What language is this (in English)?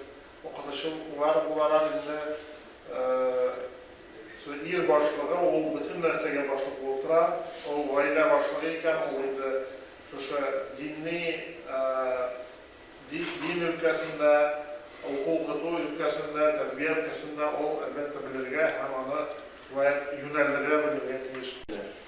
Tatar